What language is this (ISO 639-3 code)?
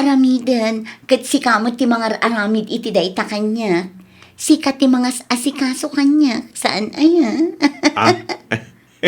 ilo